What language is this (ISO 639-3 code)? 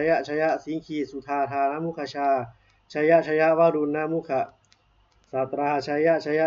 pli